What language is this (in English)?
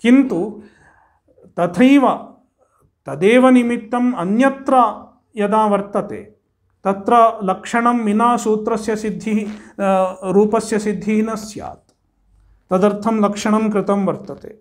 Sanskrit